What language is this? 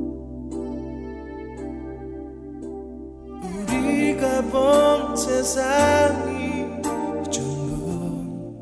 Korean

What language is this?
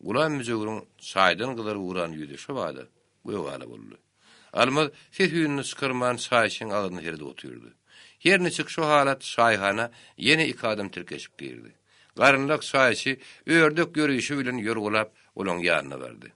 Turkmen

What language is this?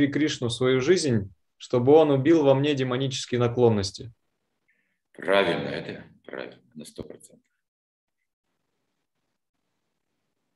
Russian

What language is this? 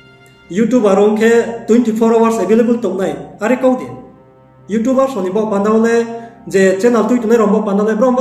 Riang (India)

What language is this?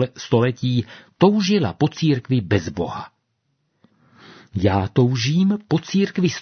Czech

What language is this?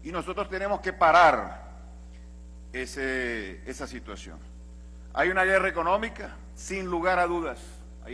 Spanish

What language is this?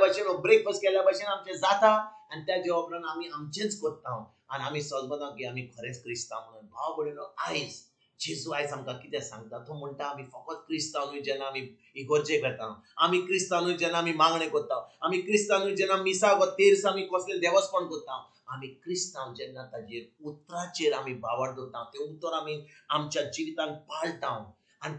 Konkani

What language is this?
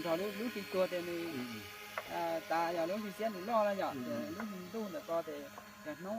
Hmong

